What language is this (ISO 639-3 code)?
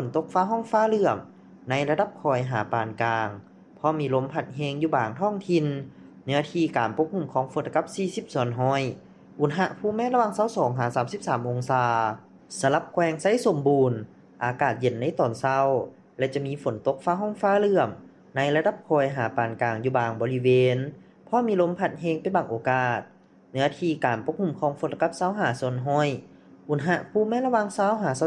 lao